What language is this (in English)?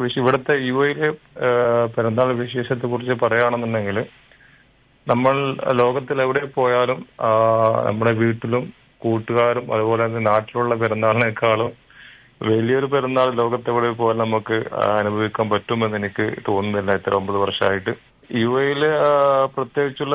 Malayalam